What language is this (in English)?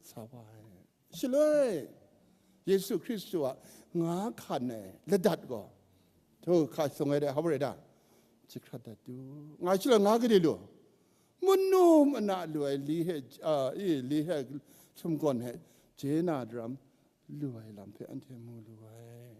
Kachin